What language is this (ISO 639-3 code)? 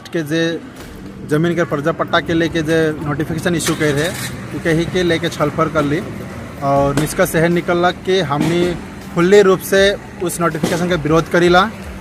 sck